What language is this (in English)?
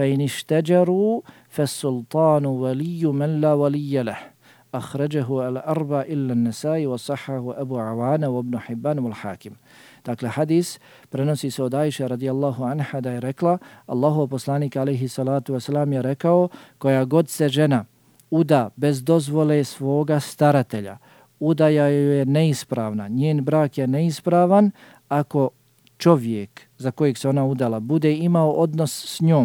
Bosnian